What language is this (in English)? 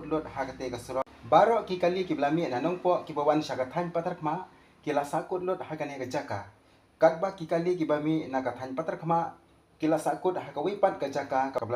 Khasi